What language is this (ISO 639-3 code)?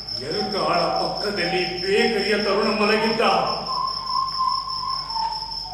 kan